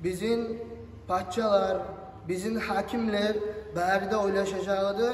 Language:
Kumyk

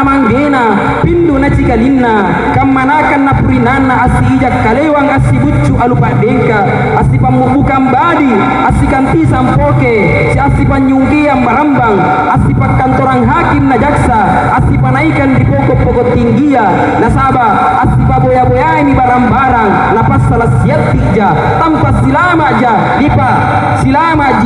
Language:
Makasar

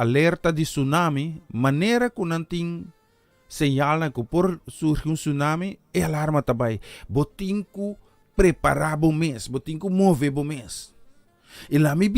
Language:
Papiamento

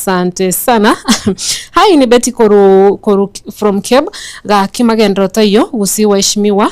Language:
Gusii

